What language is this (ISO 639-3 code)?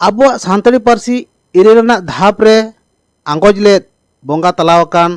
sat